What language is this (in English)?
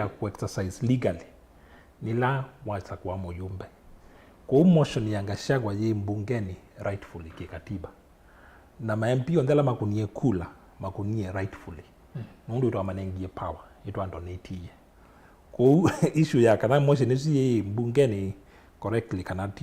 Kamba